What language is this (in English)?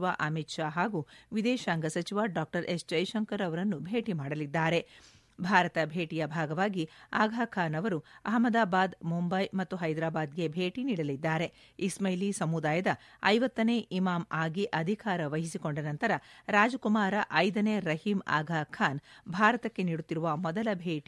Kannada